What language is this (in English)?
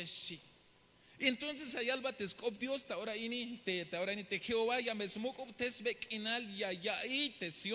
Tzeltal